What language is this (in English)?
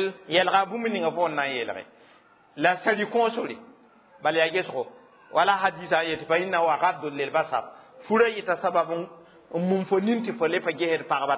Mossi